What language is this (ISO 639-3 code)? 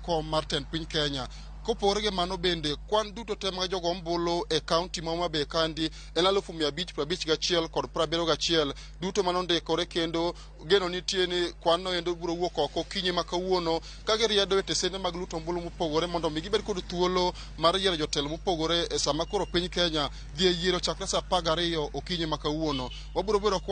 luo